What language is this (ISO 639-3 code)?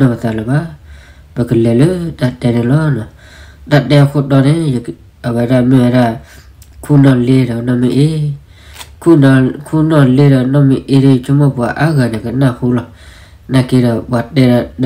ksw